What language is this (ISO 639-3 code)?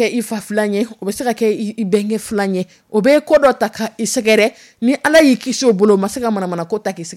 dyu